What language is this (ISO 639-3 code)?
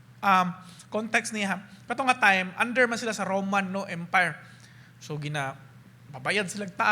ceb